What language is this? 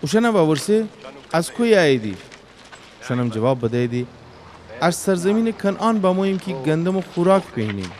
Gilaki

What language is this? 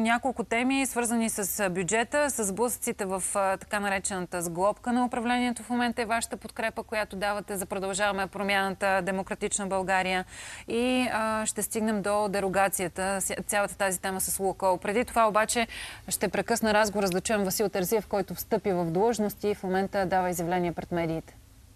Bulgarian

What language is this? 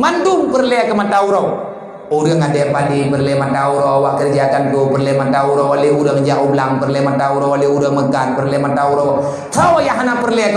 Achinese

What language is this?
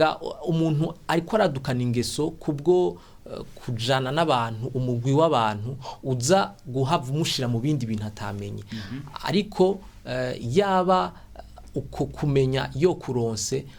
Rundi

